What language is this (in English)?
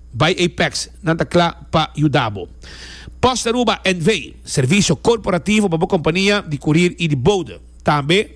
Papiamento